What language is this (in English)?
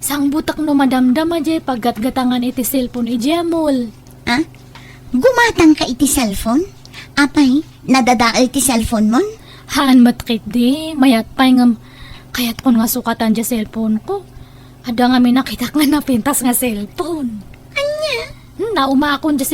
Iloko